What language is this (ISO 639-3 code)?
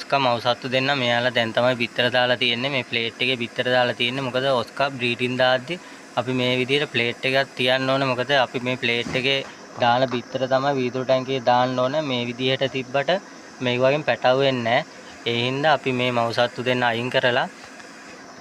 sin